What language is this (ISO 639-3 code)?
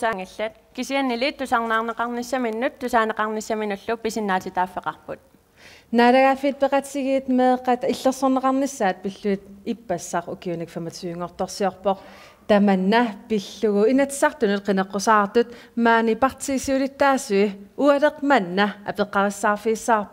kal